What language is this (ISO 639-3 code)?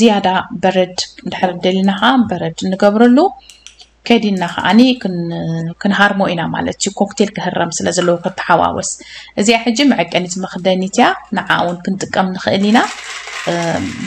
tir